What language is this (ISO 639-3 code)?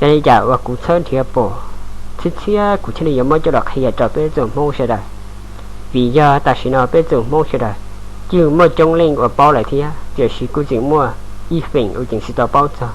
hmn